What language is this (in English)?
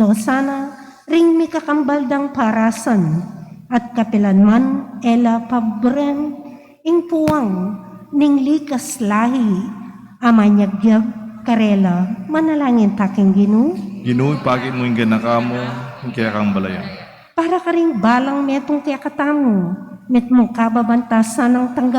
Pampanga